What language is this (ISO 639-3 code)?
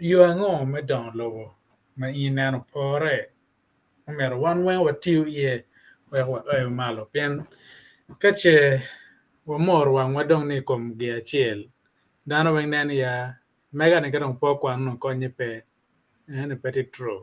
ach